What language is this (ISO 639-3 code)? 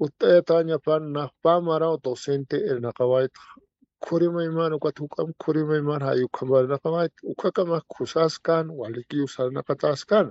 aym